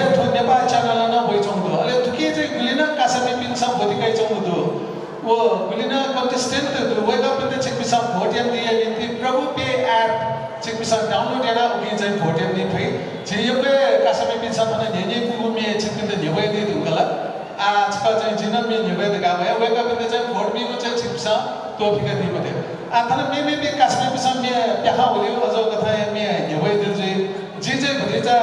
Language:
Newari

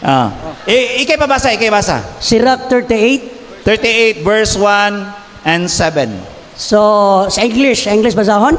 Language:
Cebuano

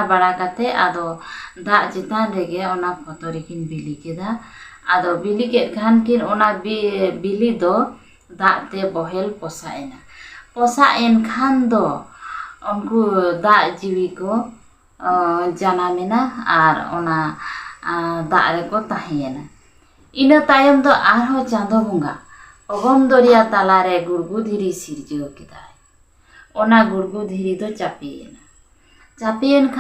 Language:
Santali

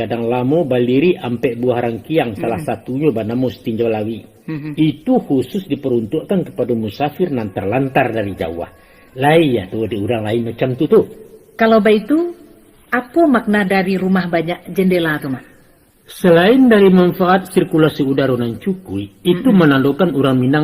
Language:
Minangkabau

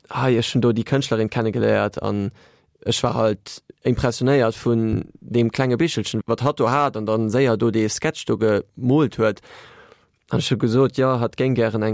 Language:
Luxembourgish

